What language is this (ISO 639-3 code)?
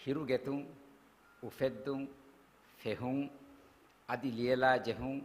div